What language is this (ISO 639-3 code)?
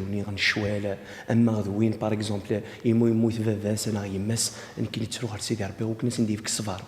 kab